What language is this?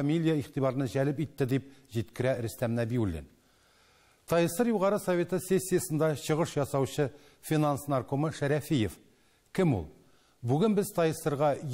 Tatar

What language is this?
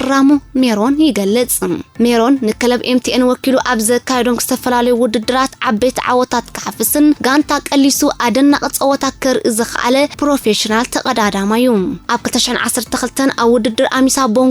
Tigrinya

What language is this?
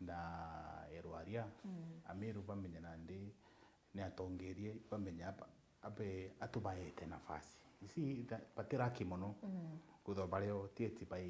Meru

